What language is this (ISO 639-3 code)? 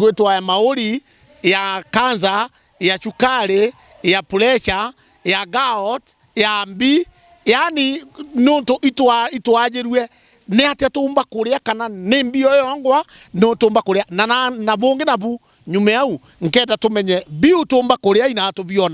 mer